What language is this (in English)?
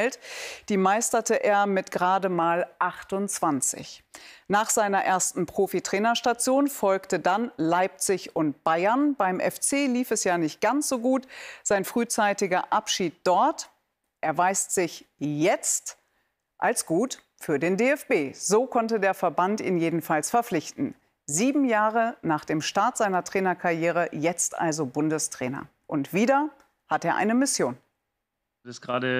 German